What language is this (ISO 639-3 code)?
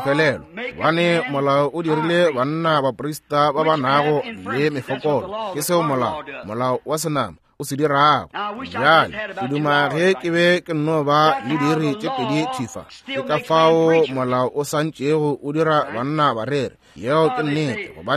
nso